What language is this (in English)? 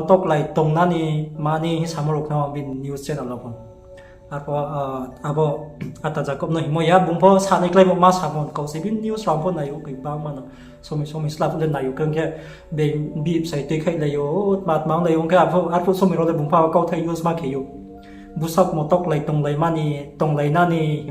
Riang (India)